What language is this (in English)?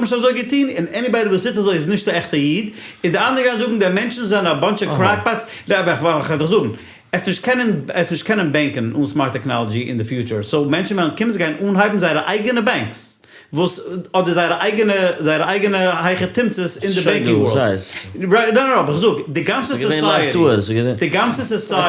Yiddish